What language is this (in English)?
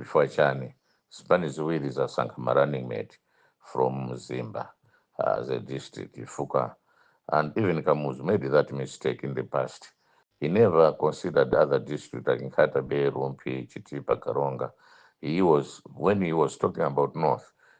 Nyanja